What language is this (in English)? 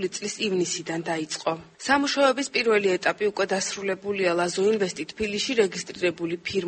Georgian